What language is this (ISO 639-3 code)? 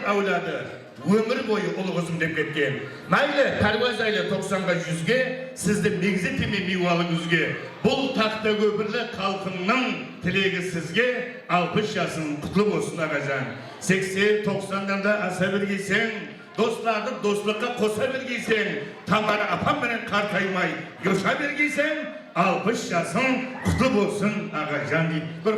kaa